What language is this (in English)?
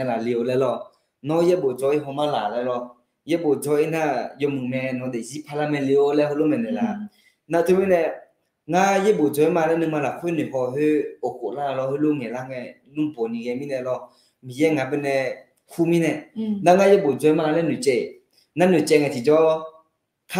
Akha